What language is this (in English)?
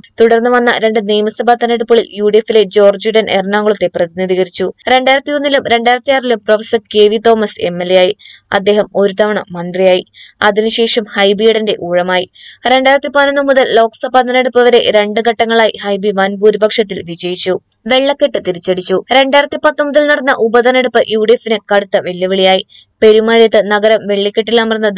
Malayalam